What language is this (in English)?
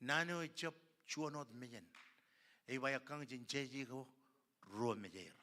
Marshallese